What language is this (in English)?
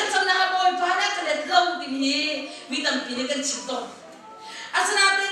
Hakha Chin